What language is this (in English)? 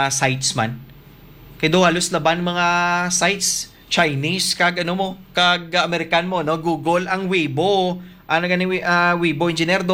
Hiligaynon